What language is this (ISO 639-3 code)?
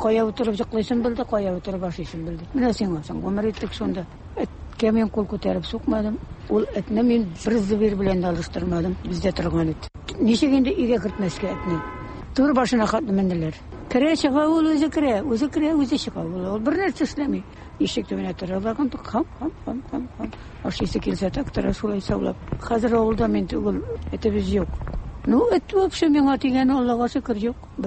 tat